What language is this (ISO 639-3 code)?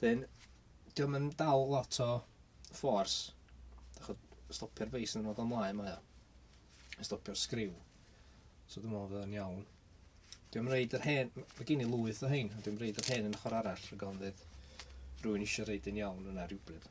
cym